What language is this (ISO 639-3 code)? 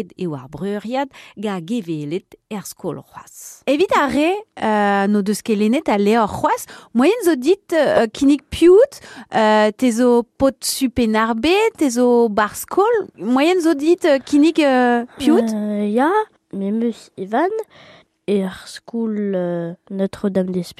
bre